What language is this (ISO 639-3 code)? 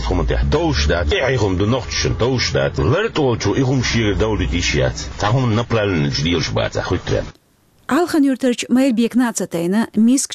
che